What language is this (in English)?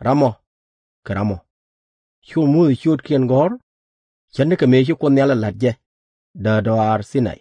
Nuer